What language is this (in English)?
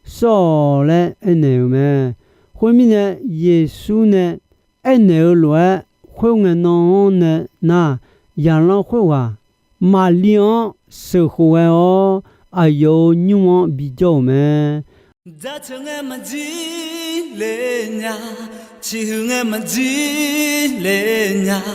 Akha